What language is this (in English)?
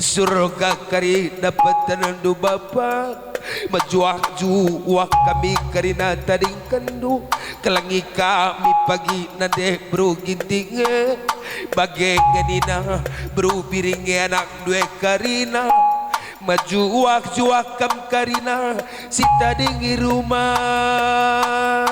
Batak Karo